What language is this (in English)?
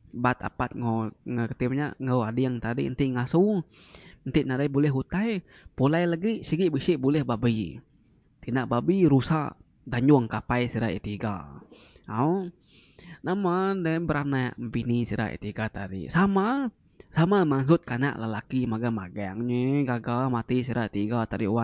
Iban